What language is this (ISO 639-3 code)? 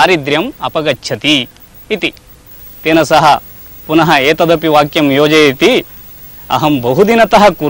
san